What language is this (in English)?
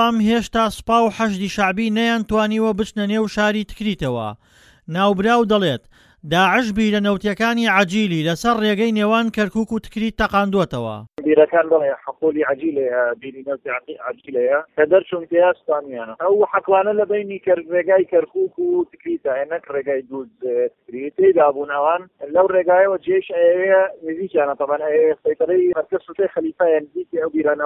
Central Kurdish